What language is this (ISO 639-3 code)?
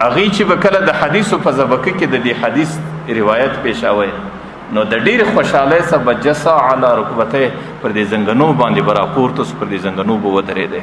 pus